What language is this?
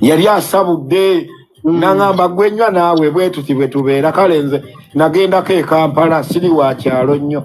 Ganda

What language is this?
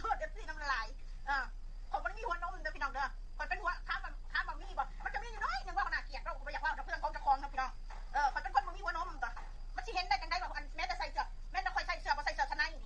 Lao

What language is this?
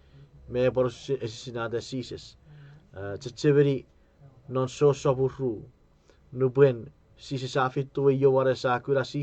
Chuukese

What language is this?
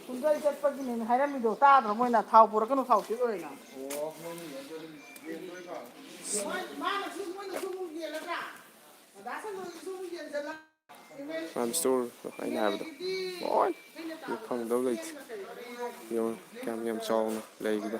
Manipuri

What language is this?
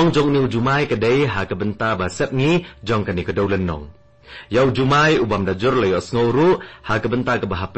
Khasi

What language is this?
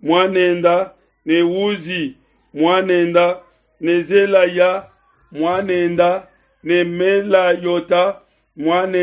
Luba-Lulua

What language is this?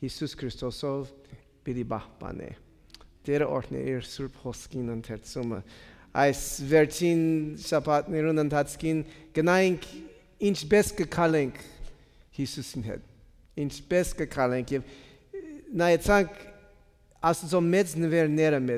Western Armenian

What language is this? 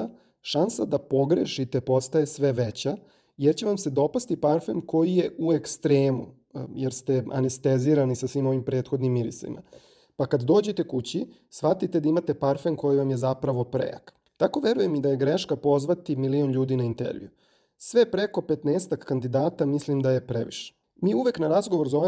Serbian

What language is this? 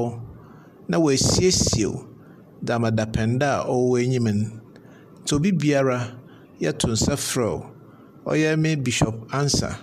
Akan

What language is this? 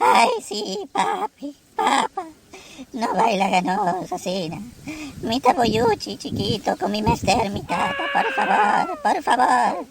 Papiamento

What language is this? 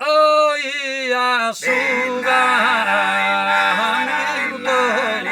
Sardinian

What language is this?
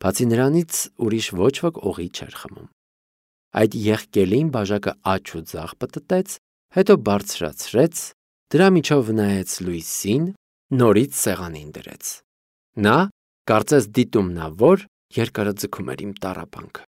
Armenian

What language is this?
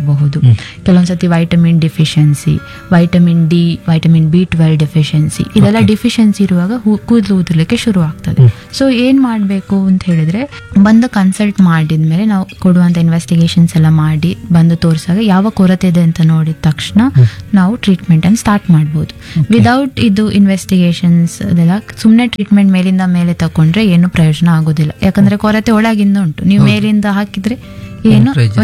Kannada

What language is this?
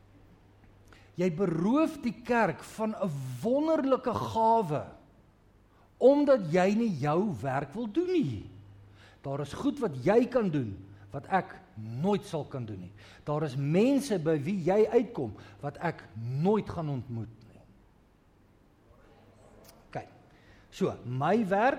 Afrikaans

